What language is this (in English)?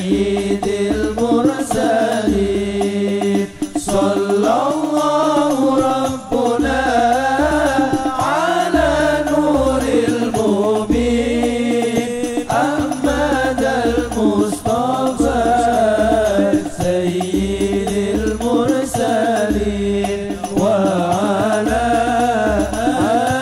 Arabic